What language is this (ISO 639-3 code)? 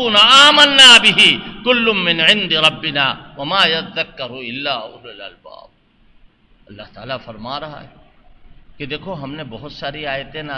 urd